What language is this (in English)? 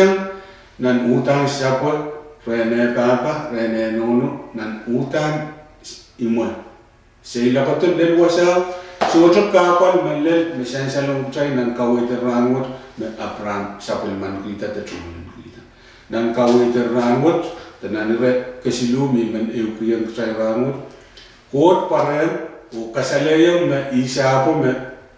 Pohnpeian